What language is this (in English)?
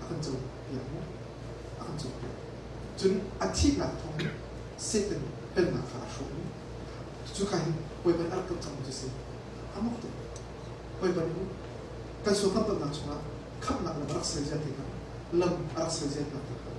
Hakha Chin